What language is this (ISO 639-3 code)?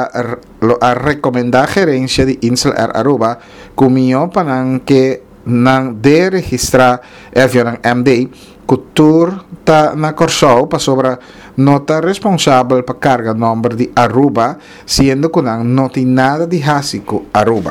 pap